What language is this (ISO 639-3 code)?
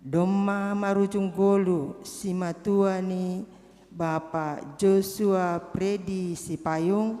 bts